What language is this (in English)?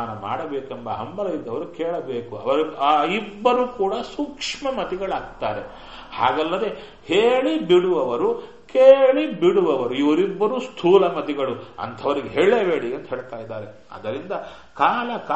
Kannada